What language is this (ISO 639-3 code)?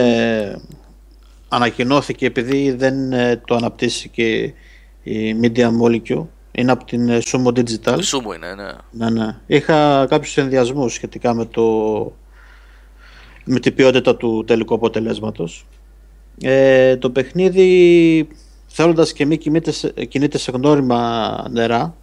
ell